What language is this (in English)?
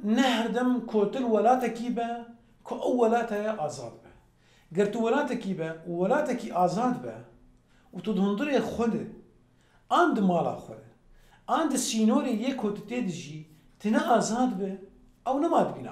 Kurdish